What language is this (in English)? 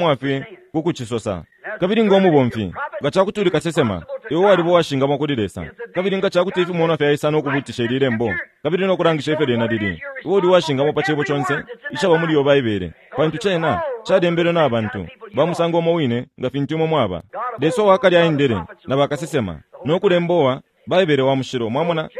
Bemba